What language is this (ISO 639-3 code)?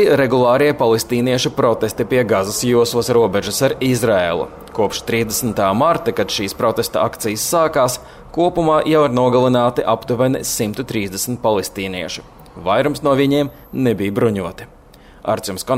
lav